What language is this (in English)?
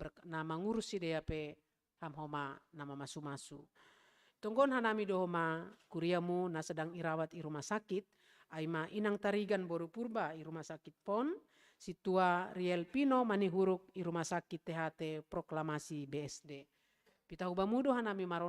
Batak Simalungun